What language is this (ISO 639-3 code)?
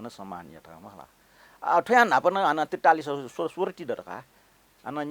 new